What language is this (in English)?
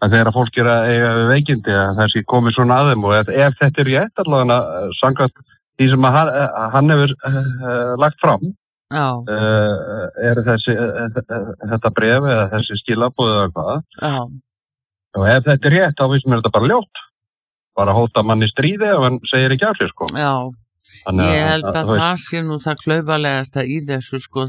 Icelandic